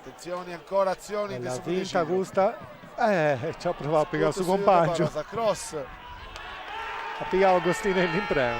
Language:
Sardinian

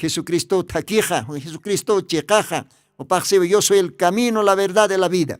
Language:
Aymara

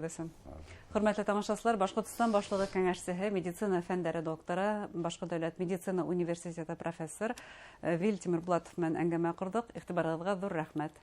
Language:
Bashkir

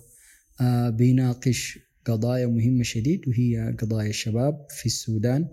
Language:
Sudanese Arabic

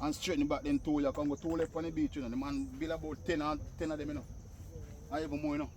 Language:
Jamaican Creole English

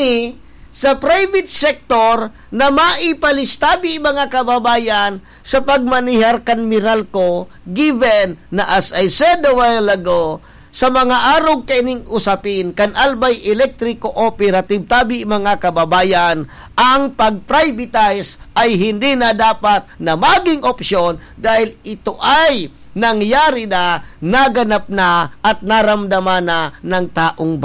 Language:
Bikol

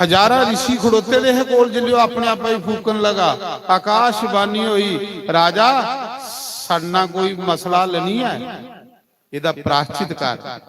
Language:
Dogri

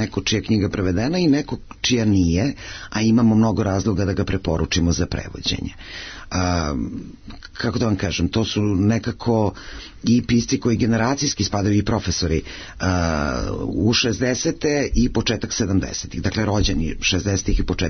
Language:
Serbian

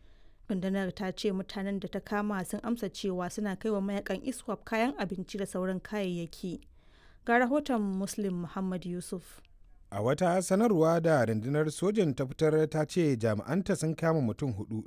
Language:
Hausa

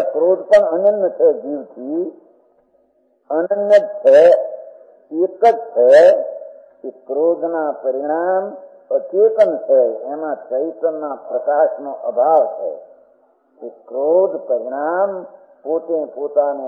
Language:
Gujarati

